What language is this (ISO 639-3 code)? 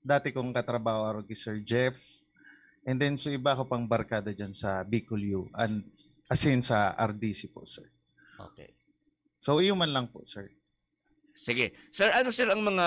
bik